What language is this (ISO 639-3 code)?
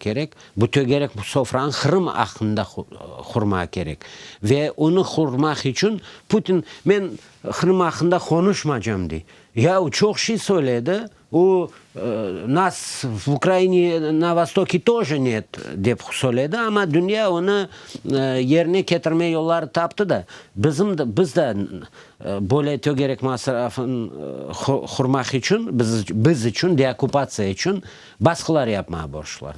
crh